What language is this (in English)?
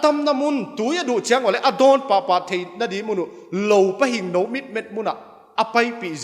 Paite Chin